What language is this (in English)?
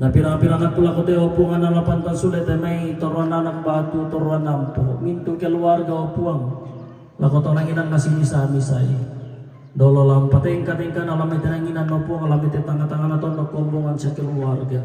Toraja-Sa'dan